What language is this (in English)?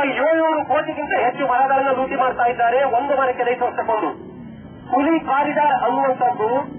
Kannada